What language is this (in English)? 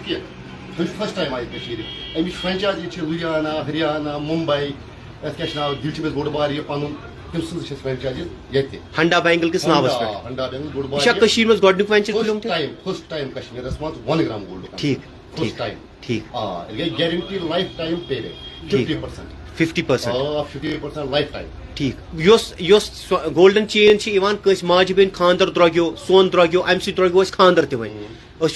Kashmiri